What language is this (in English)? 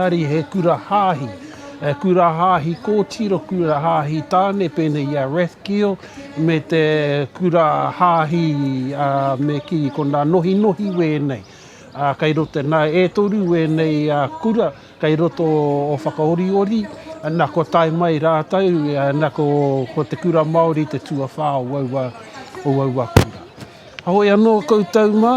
Māori